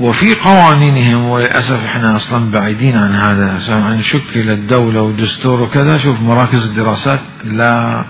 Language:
Mesopotamian Arabic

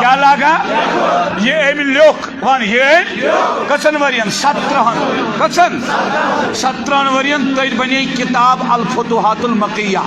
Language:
Kashmiri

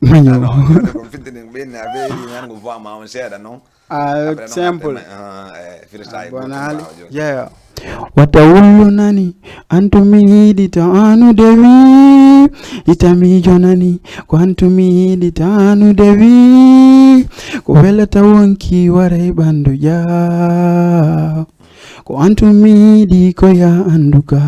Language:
Fula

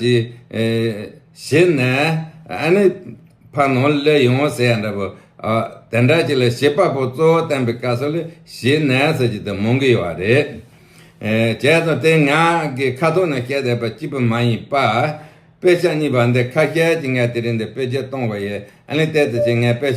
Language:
Tibetan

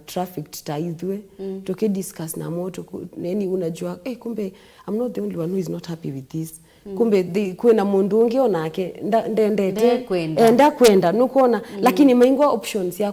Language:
Kamba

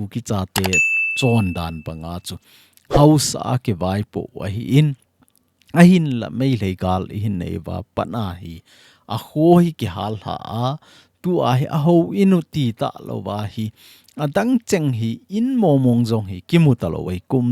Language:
Thado Chin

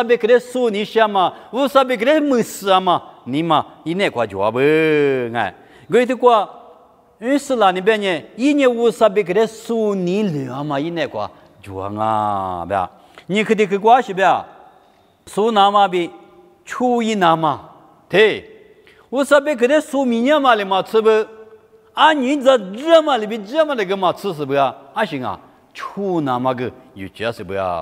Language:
Lisu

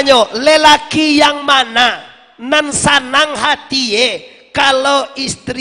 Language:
Minangkabau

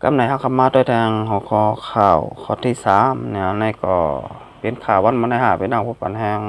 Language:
Shan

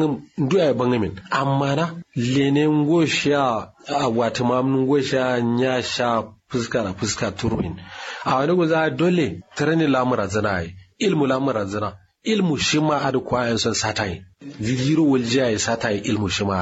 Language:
Kanuri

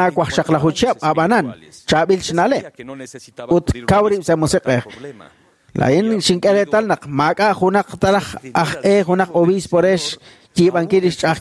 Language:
Kekchí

